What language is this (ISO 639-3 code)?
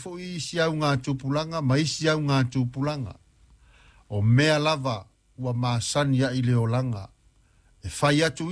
smo